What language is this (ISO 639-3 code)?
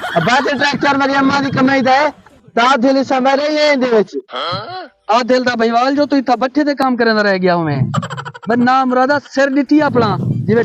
skr